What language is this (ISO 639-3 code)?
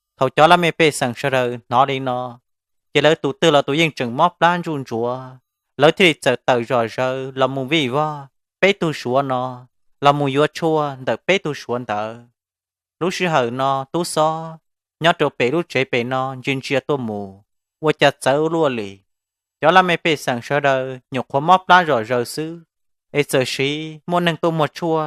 hmn